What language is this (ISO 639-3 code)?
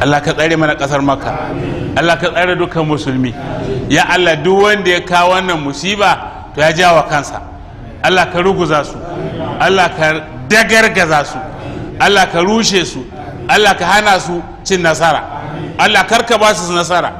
hau